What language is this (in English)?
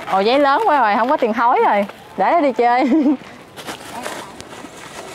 Vietnamese